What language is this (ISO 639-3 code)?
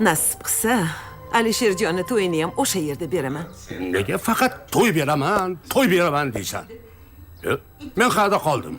kaa